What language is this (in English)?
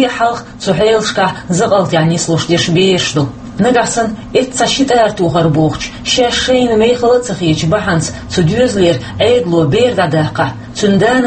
Chechen